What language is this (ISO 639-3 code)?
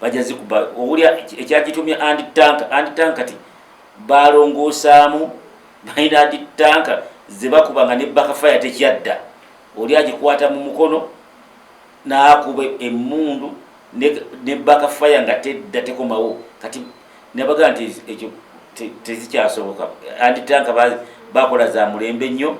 lug